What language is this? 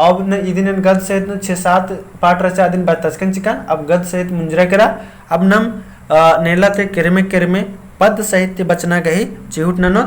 Kurukh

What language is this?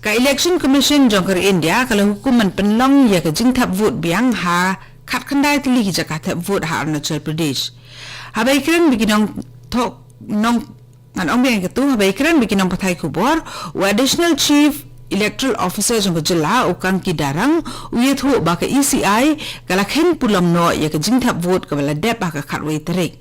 Khasi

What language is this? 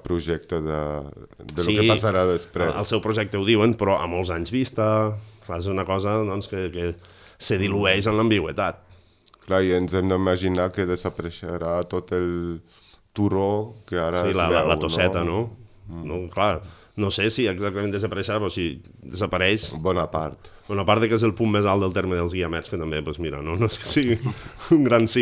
Catalan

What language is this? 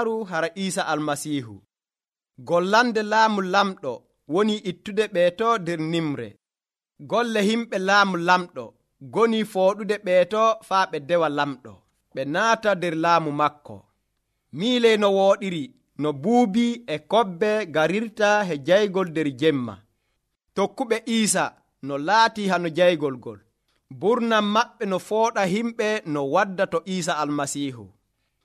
Nigerian Fulfulde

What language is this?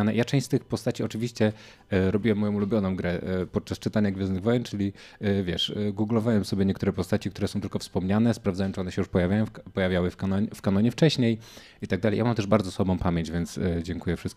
Polish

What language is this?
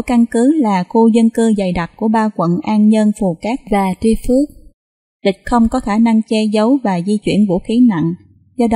Vietnamese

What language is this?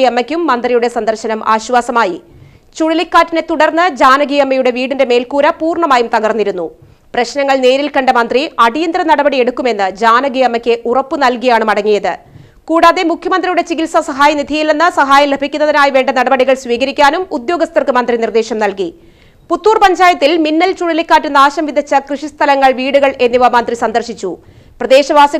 Malayalam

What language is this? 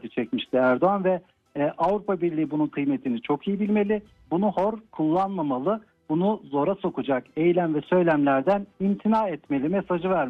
Turkish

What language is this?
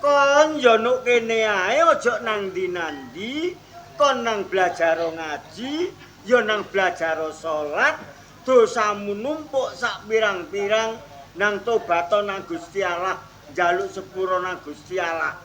Javanese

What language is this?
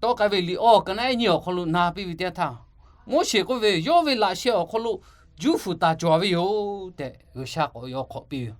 Lahu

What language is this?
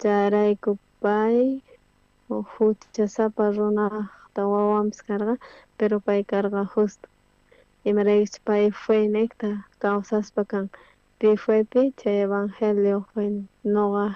South Bolivian Quechua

